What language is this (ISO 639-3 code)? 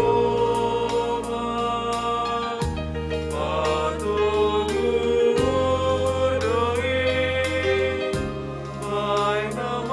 bts